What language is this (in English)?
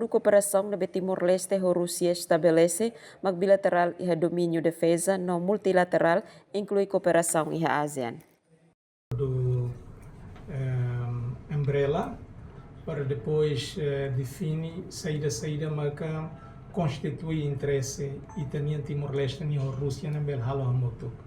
Tetum